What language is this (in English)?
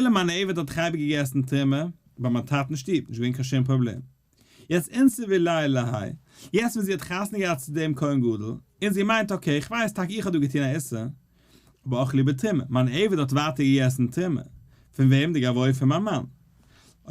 Yiddish